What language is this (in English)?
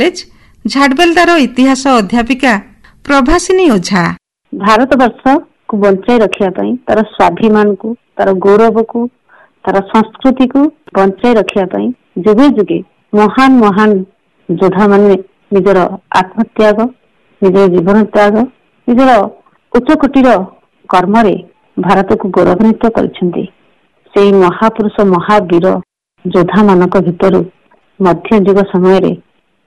Odia